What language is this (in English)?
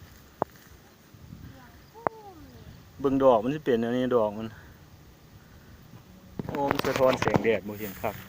Lao